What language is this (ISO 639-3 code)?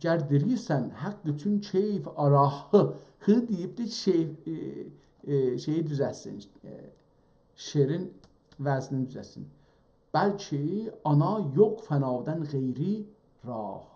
azb